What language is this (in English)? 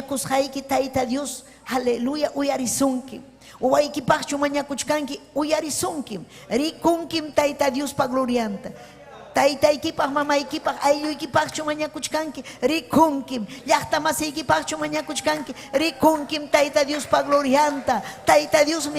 Ayacucho Quechua